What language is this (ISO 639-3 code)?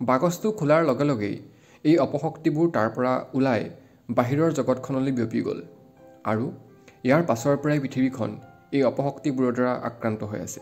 asm